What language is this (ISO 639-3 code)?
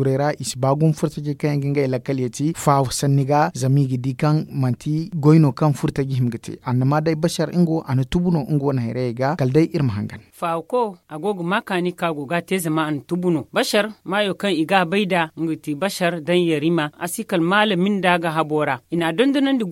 dje